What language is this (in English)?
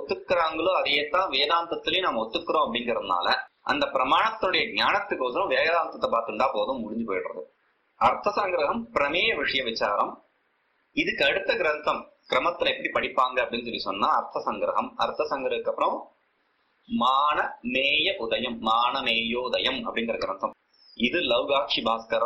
Tamil